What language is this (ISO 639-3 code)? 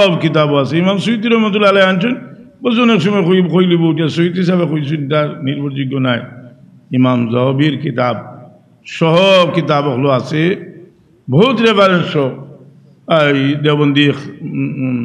syl